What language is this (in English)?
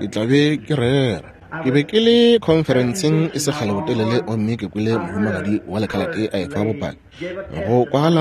Northern Sotho